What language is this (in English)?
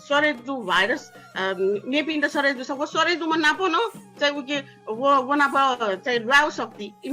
Newari